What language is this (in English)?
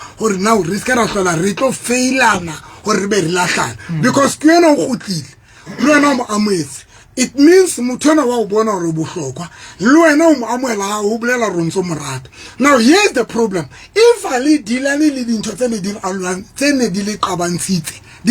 Southern Sotho